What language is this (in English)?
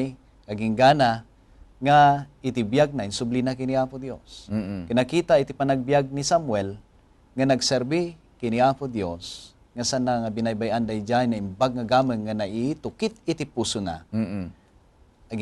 Iloko